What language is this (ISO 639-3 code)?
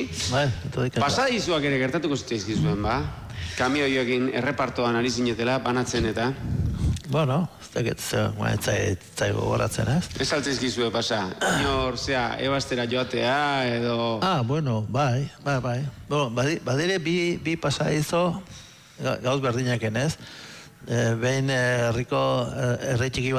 eus